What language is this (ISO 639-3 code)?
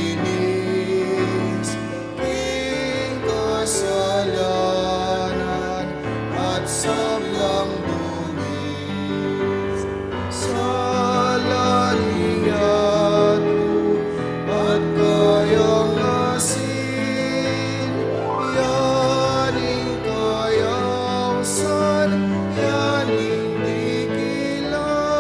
pam